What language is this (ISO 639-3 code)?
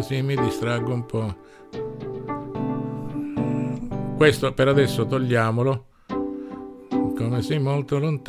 ita